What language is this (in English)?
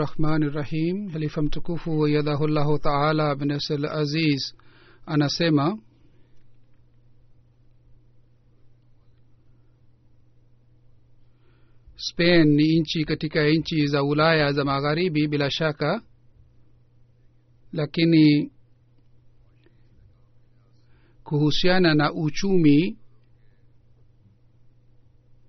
Swahili